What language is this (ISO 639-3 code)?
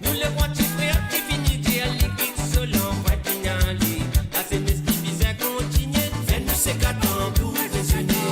mfe